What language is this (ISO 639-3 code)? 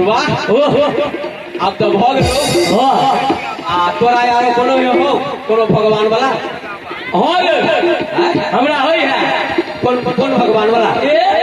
mai